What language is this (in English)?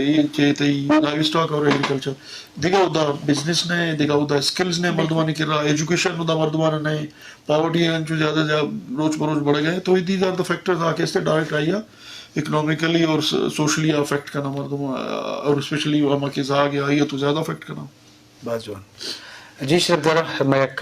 Eastern Balochi